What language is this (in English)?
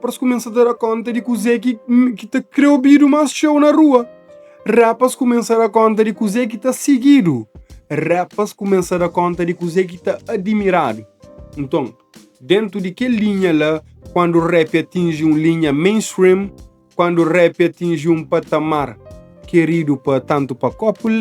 Kabuverdianu